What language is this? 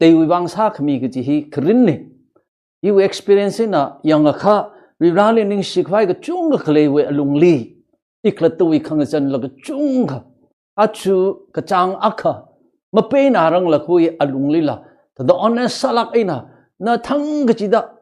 Tangkhul Naga (India)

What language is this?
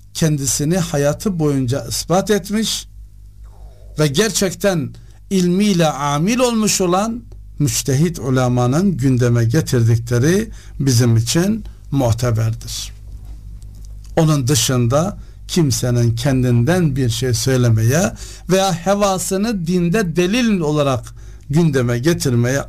Turkish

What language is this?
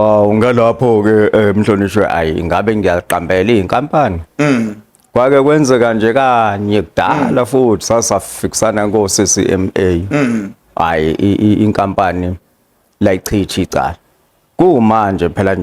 Zulu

